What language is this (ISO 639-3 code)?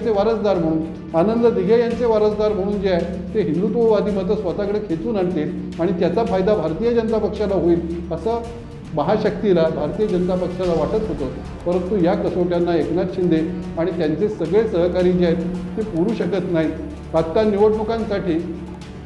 mar